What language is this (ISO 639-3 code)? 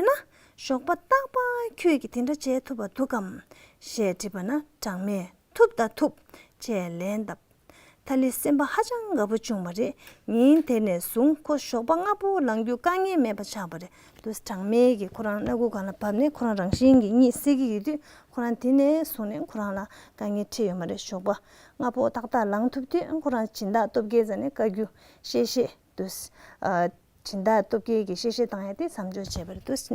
bod